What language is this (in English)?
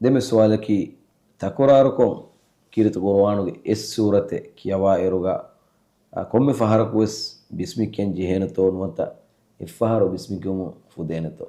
Divehi